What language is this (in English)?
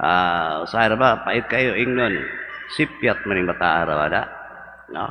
Cebuano